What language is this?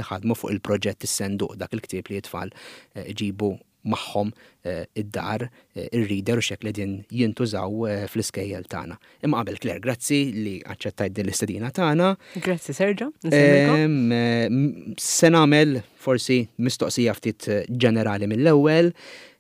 Maltese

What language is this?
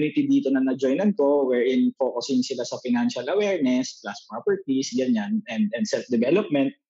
Filipino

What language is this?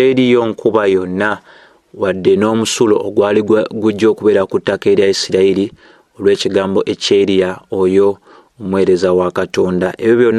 Ganda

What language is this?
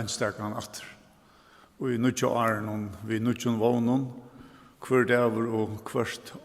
Faroese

